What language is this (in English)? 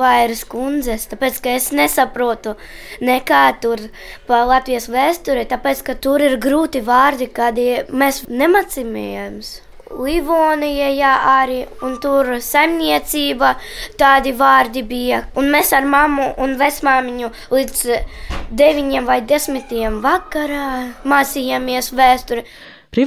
Latvian